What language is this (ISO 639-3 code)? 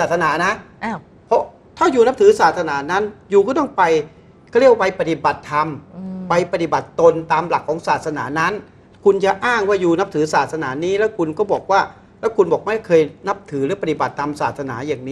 tha